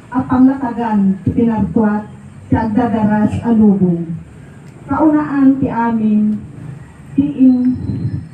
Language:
Iloko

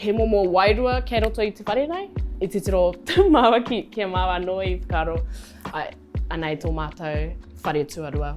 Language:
Māori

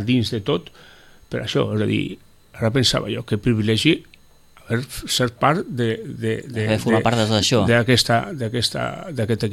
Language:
Catalan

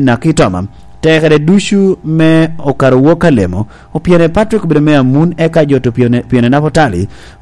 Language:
Lango (Uganda)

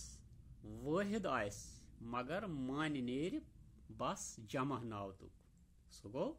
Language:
Kashmiri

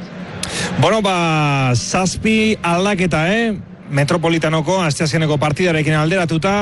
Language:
Basque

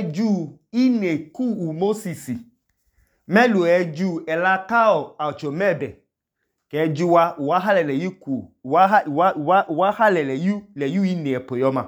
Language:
Idoma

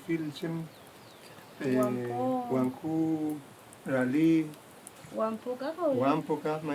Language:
Mapuche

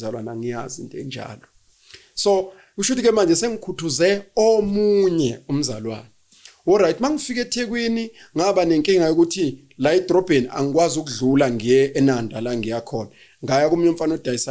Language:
Zulu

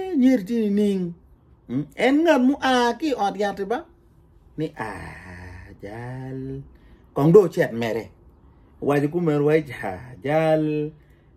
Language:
Acoli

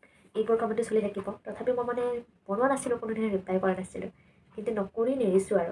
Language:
Assamese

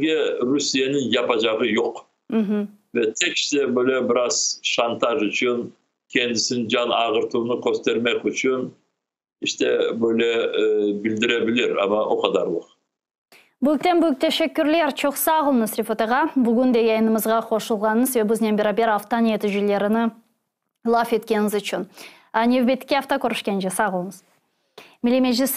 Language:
Crimean Tatar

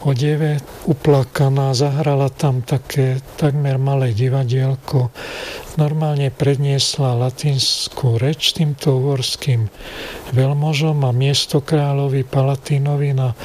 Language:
Slovak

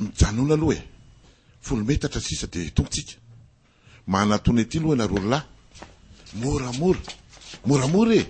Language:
Malagasy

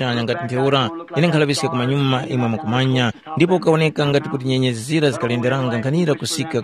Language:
Tumbuka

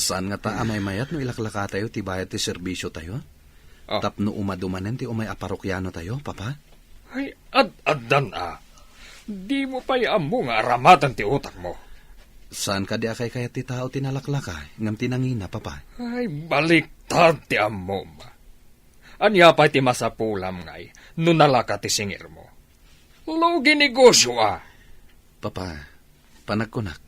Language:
Iloko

